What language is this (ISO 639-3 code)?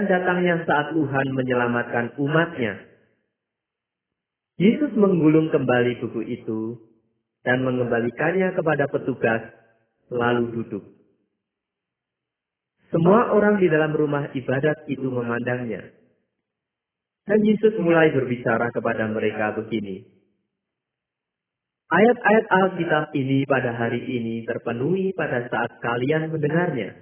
ind